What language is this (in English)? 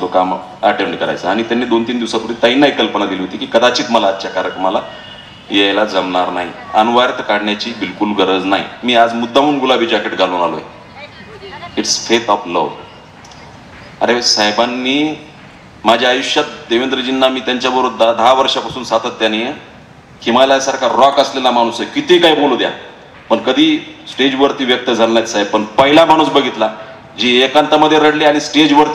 Marathi